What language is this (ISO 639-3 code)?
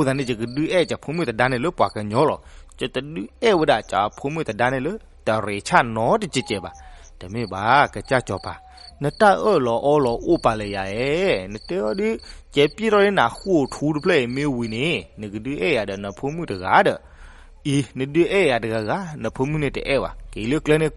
ksw